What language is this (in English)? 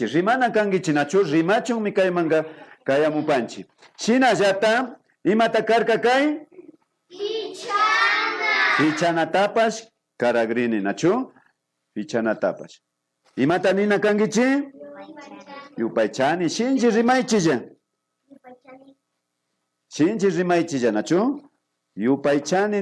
Imbabura Highland Quichua